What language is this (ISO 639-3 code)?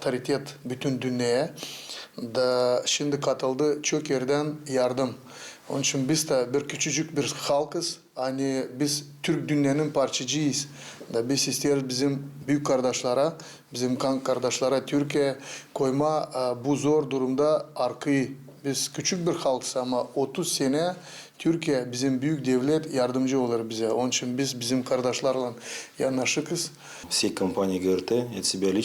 gag